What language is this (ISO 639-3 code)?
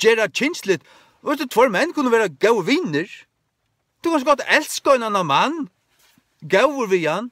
fao